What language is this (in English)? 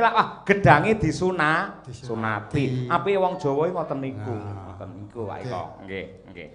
Javanese